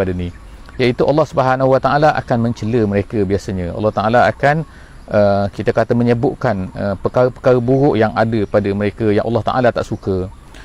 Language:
Malay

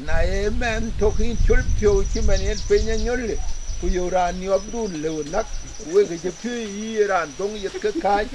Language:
Dinka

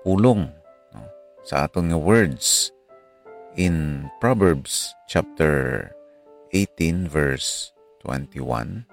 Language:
Hiligaynon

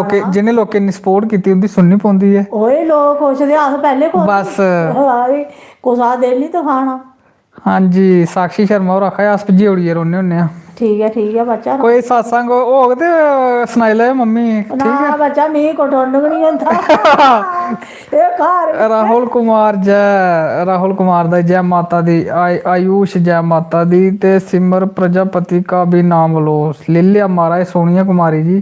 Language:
Dogri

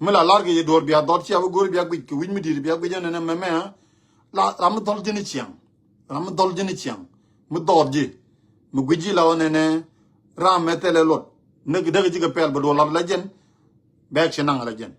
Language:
Nuer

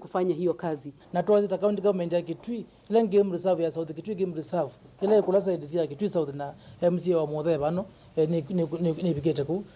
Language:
Kamba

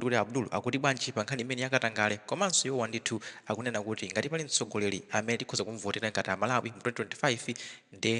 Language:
Nyanja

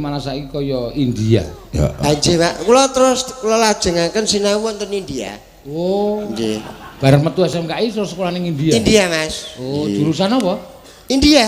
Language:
Javanese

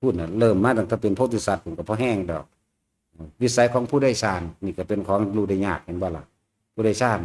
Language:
Lao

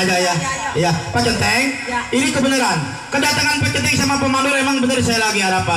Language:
Betawi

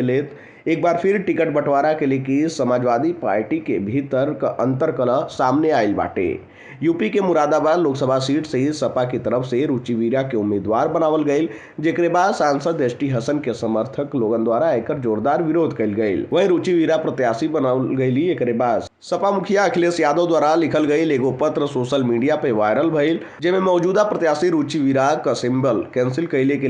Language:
Bhojpuri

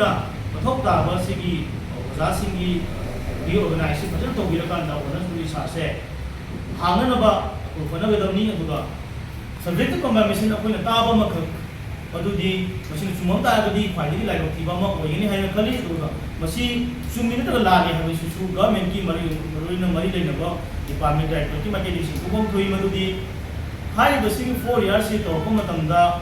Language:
Manipuri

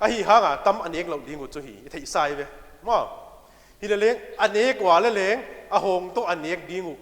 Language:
Paite Chin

